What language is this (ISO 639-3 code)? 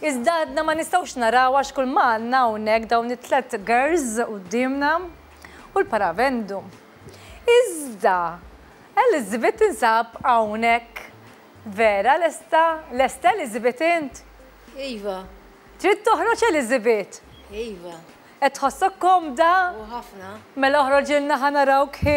mlt